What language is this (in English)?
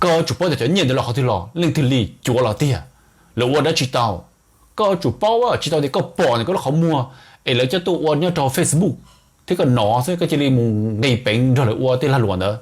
Hmong